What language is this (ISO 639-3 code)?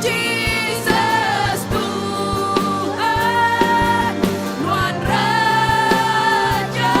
iba